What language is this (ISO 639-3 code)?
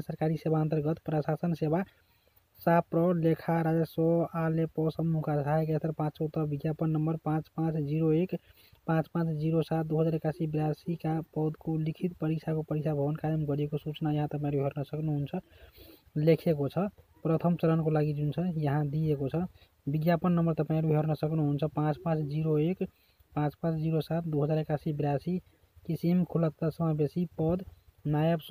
nep